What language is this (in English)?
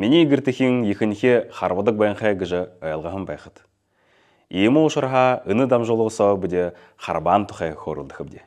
Buriat